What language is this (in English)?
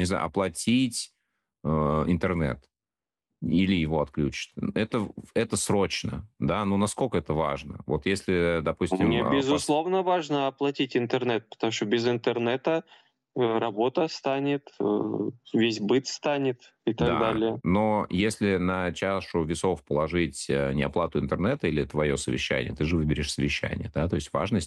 Russian